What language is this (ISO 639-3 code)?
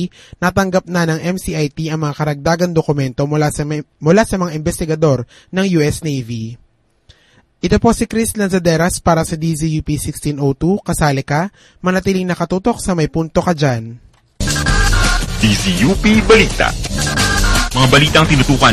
fil